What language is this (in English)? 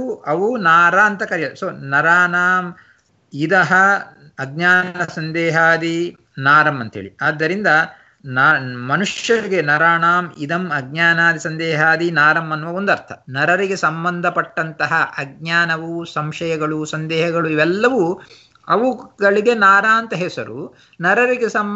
Kannada